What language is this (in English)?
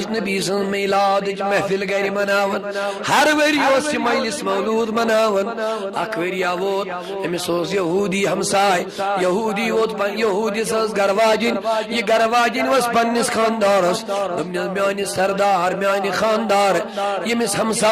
Kashmiri